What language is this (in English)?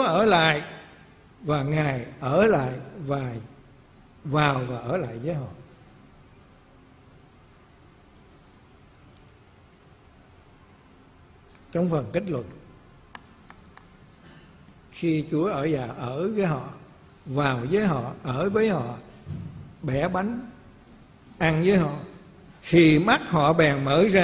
Vietnamese